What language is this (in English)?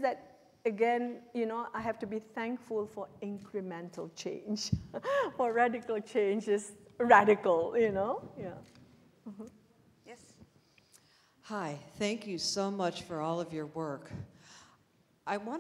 English